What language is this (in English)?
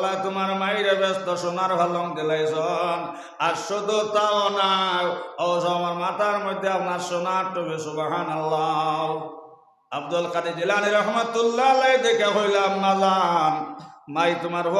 Sylheti